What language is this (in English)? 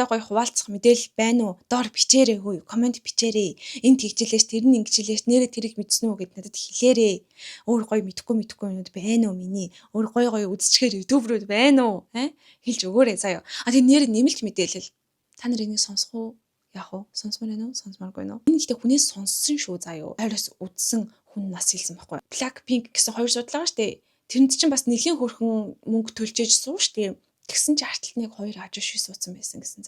Mongolian